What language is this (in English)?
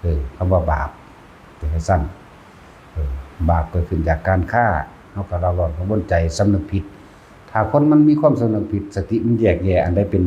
Northeastern Thai